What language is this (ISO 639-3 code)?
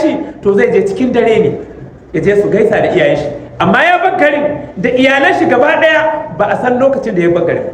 hau